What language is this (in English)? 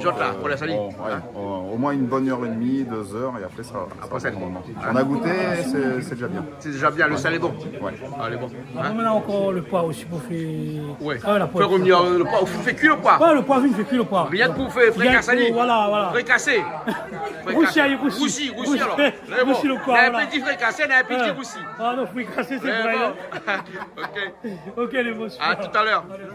Réunion Creole French